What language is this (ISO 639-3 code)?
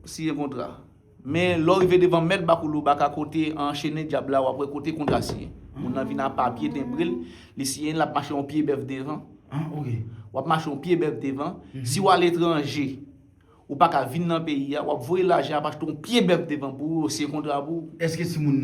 hat